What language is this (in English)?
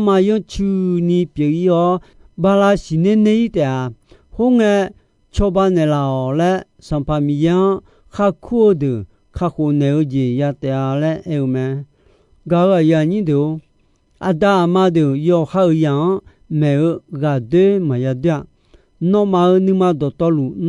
Akha